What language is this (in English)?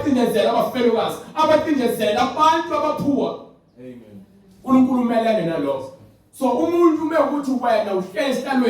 Zulu